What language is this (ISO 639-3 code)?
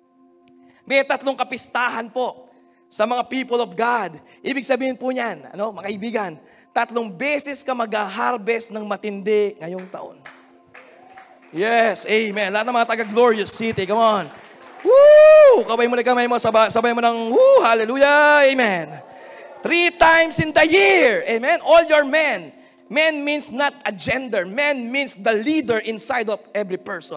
fil